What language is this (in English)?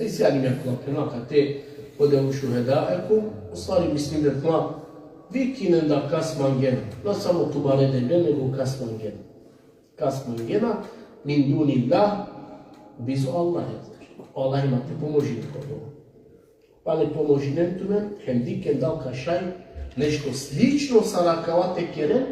Balkan Romani